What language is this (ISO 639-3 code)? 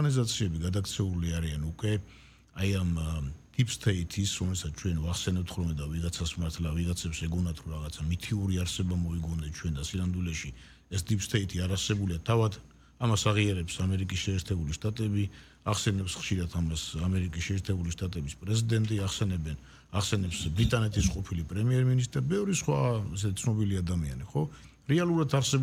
kat